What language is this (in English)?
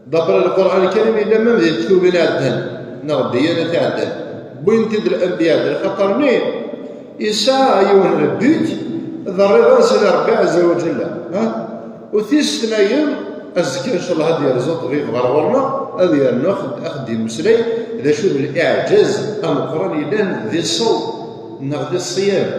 Kabyle